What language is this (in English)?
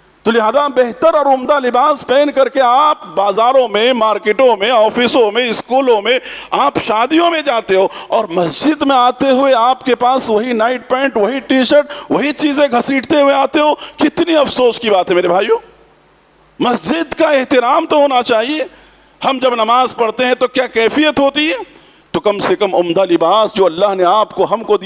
Urdu